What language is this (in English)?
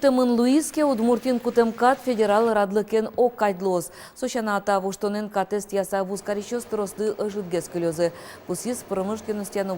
Udmurt